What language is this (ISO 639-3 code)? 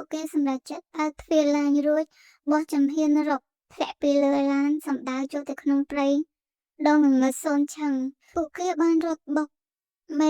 khm